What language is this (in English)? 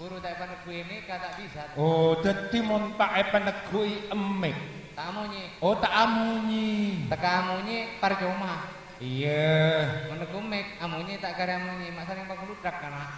Madurese